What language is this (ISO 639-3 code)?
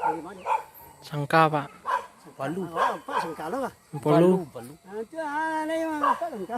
min